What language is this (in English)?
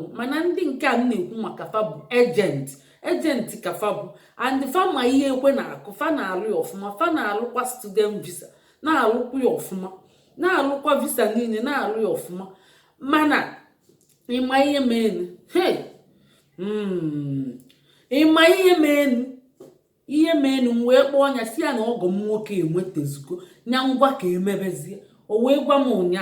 Igbo